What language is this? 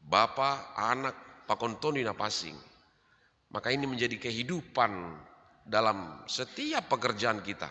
Batak Simalungun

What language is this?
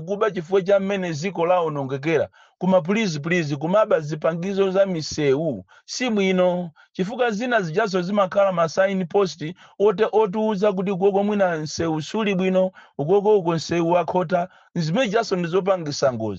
Nyanja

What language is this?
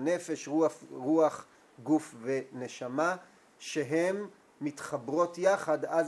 Hebrew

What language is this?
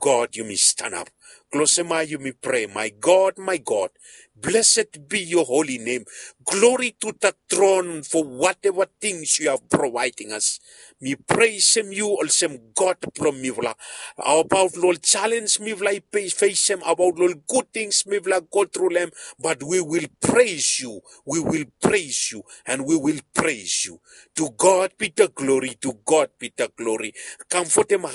Bislama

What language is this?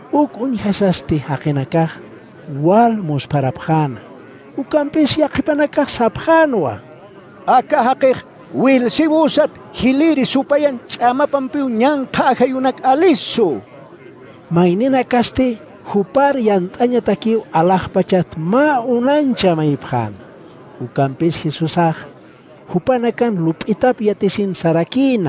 Aymara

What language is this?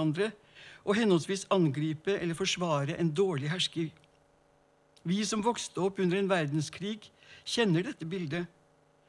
Norwegian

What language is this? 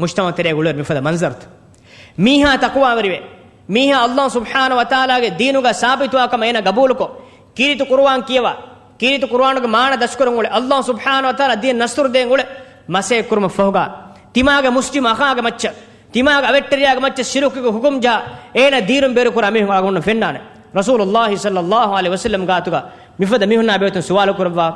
Divehi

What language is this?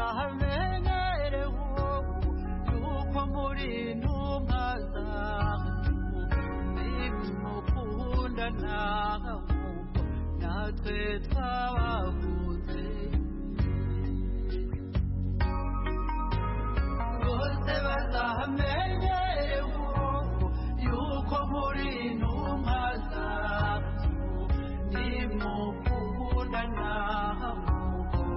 Kinyarwanda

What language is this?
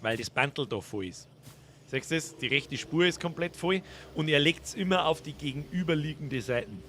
Bavarian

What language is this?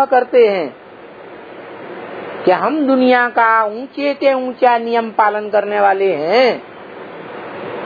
Hindi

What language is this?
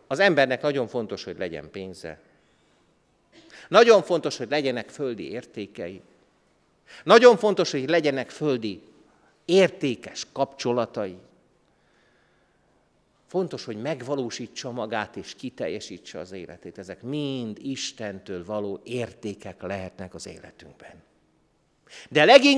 Hungarian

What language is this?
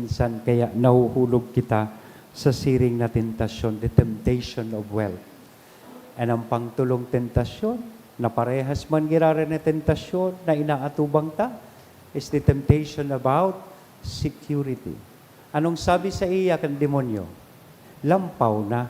Bikol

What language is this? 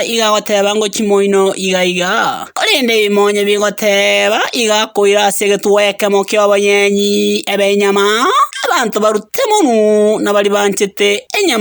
Gusii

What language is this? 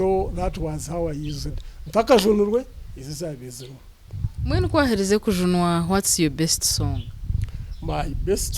Nyankole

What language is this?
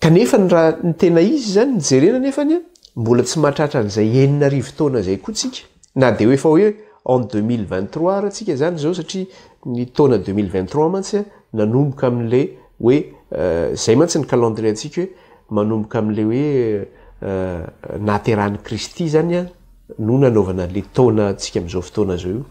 Malagasy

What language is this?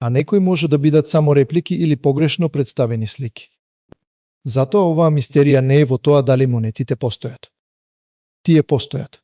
Macedonian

